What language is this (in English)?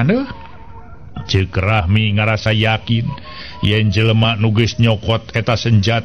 Sundanese